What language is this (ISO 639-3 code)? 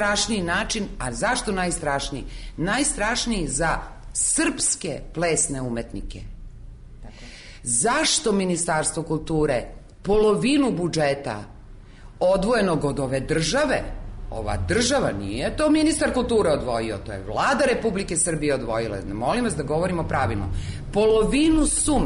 srp